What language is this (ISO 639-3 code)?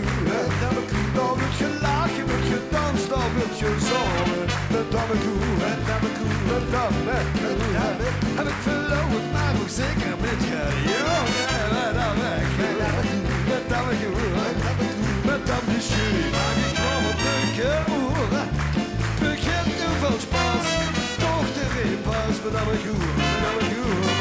lim